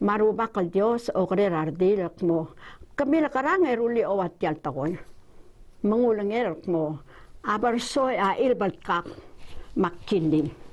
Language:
Palauan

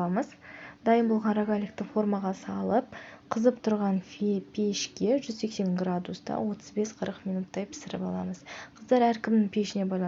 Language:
Kazakh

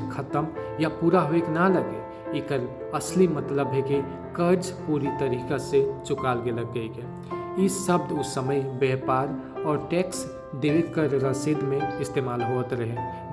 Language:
Sadri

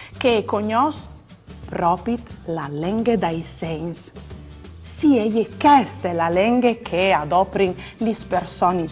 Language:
Friulian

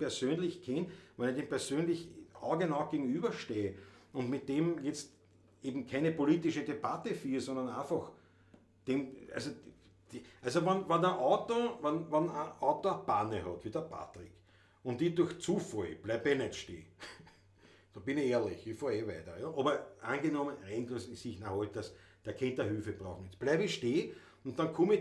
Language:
Bavarian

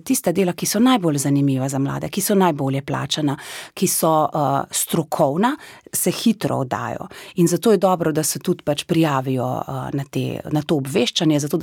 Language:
Slovenian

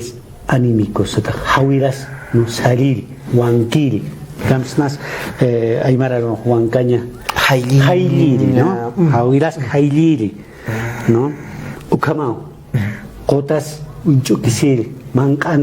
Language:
Aymara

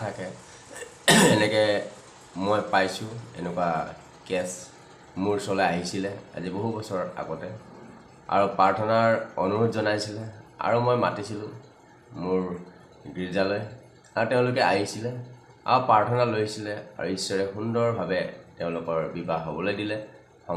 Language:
Assamese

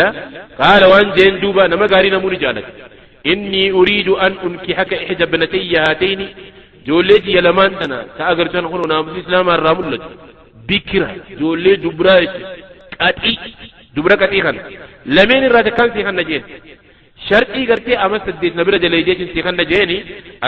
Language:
Oromo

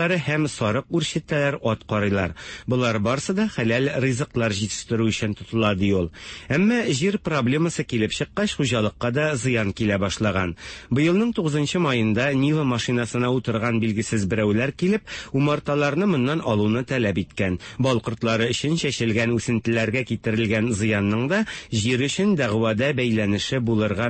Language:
Tatar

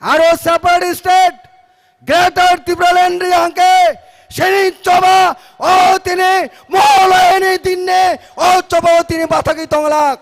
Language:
Kok Borok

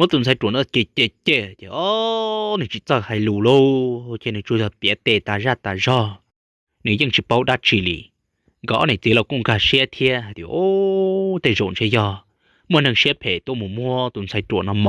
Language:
Hmong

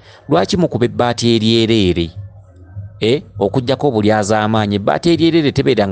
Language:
Ganda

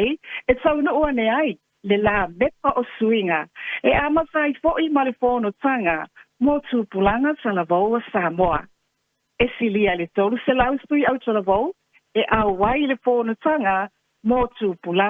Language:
Samoan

